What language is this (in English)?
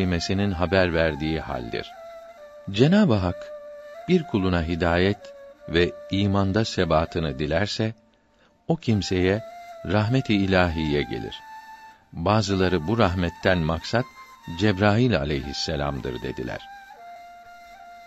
Turkish